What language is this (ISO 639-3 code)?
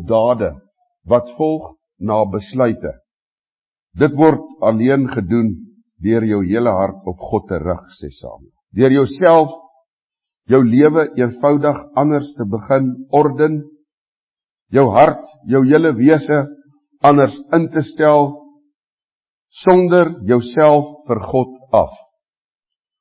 afr